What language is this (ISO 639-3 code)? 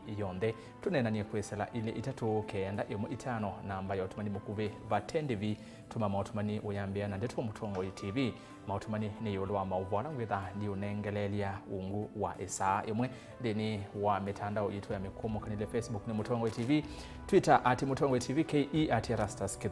kam